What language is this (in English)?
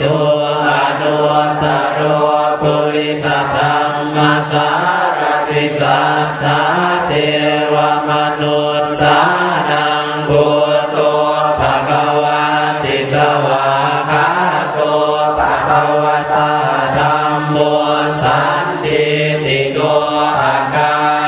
Pali